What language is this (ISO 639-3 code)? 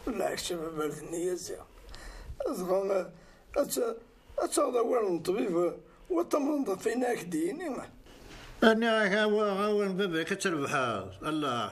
kab